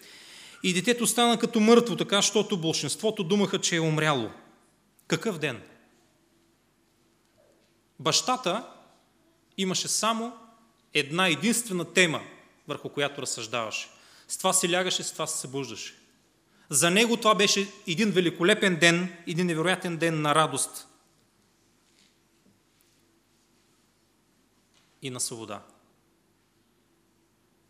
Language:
Bulgarian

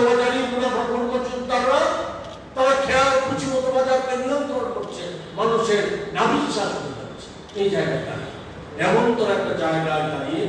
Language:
Kok Borok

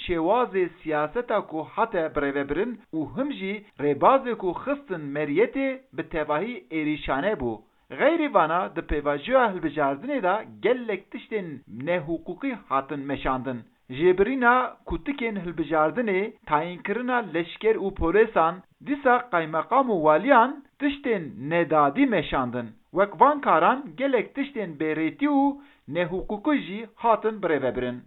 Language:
Kurdish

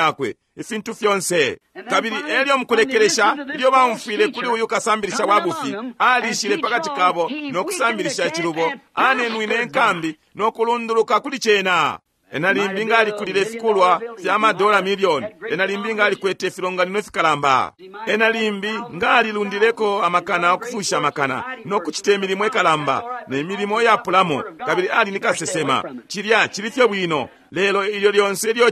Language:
Bemba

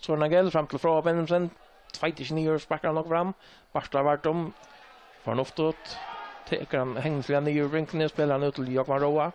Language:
Faroese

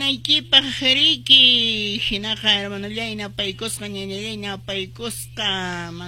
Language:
Quechua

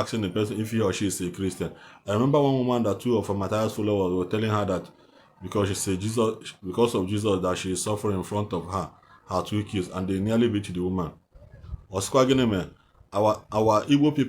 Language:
Igbo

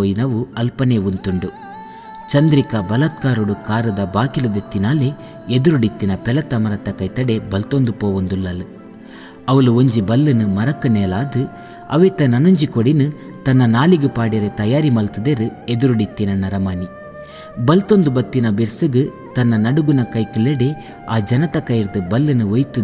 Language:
Tulu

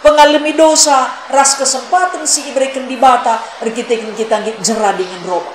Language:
Batak Karo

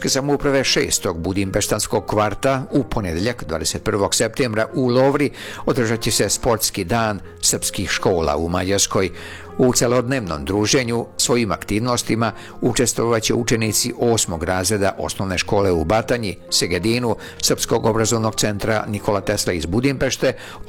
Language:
Serbian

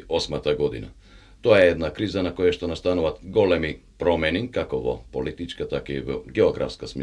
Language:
Macedonian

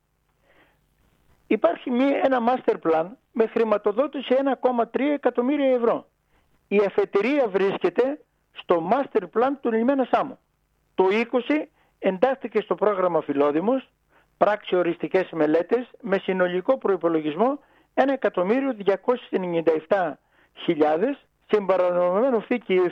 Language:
Greek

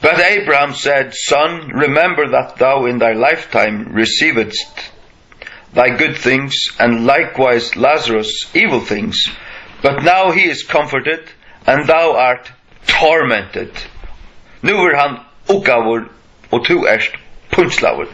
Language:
Faroese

